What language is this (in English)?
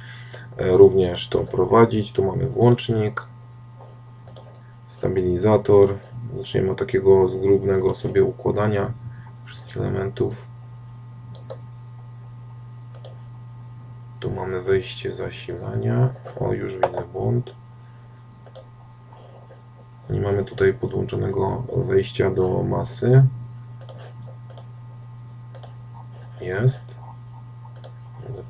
Polish